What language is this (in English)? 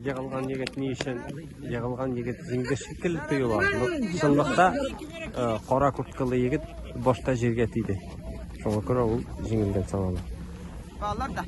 Tatar